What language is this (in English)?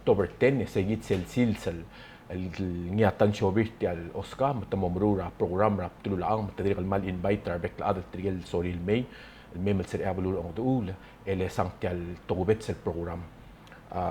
Palauan